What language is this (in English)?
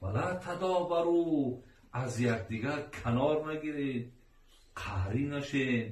Tajik